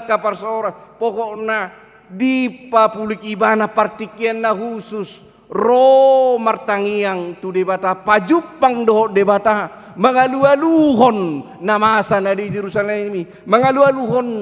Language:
Batak Toba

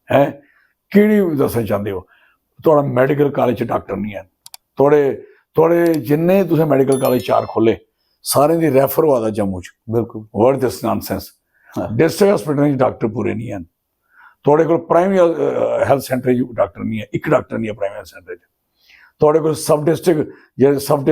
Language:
Dogri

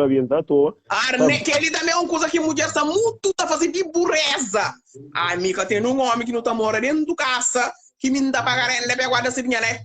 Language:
Kabuverdianu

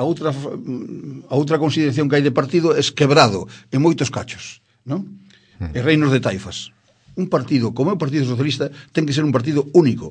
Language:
Galician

